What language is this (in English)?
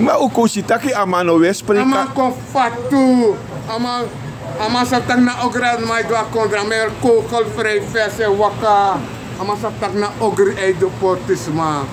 Sranan Tongo